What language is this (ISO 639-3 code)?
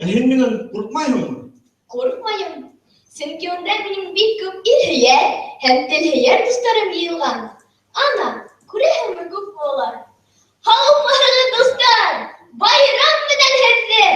bak